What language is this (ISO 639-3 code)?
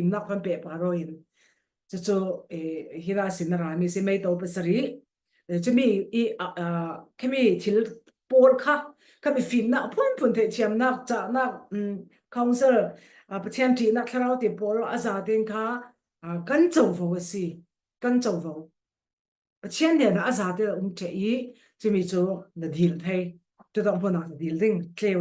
cfm